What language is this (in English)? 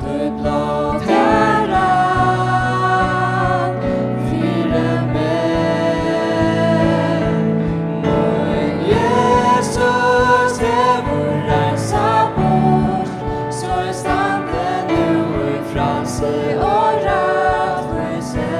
Faroese